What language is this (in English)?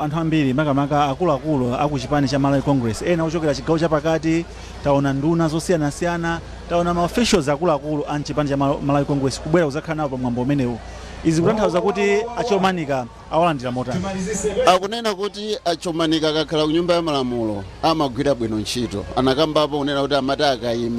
Nyanja